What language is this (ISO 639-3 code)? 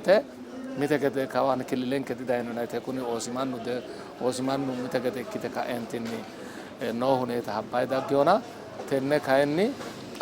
sid